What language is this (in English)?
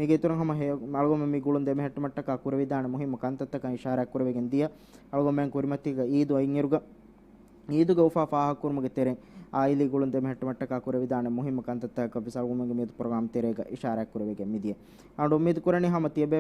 Divehi